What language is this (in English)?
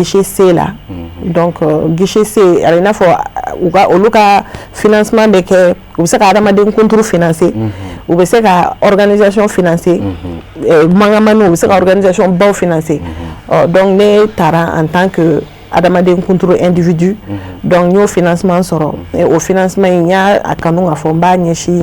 Bambara